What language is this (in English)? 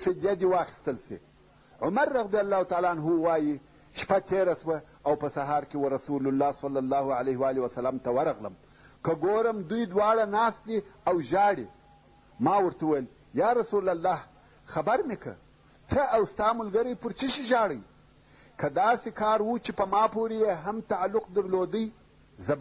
Pashto